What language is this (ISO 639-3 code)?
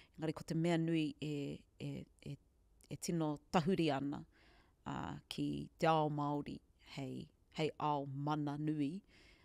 mri